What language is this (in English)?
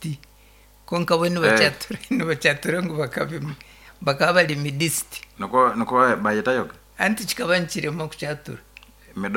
Nyankole